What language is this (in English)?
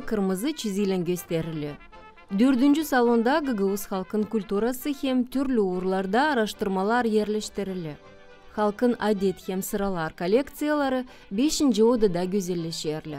Gagauz